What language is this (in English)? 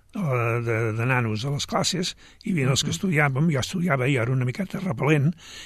Catalan